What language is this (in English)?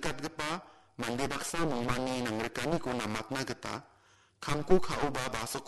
Garo